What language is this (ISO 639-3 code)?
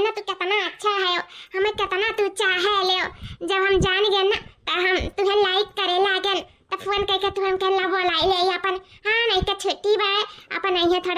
awa